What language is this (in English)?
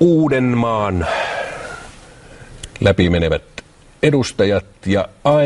Finnish